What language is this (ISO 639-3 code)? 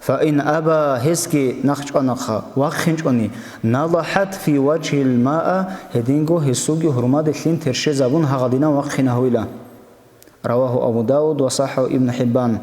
ava